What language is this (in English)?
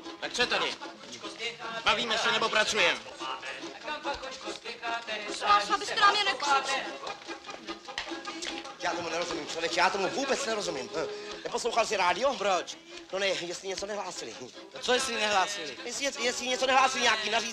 Czech